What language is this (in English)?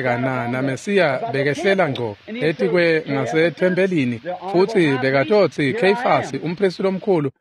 Swati